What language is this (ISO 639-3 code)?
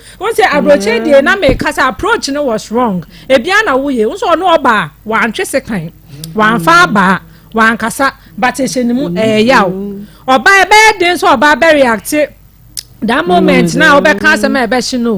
aka